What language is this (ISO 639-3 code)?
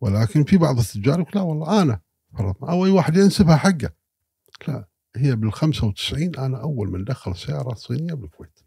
afb